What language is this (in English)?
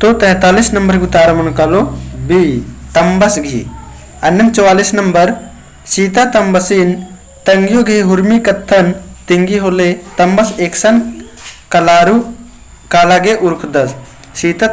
Kurukh